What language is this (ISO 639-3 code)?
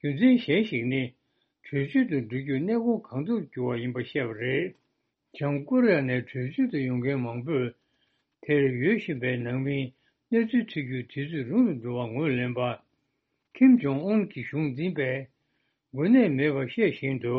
bod